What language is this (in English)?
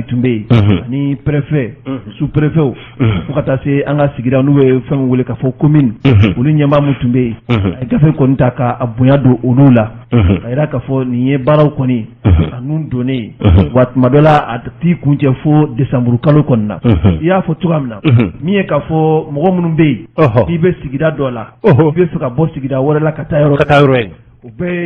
Bambara